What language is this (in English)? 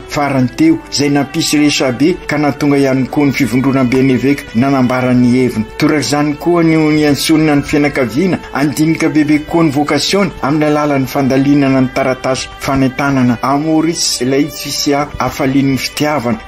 Malagasy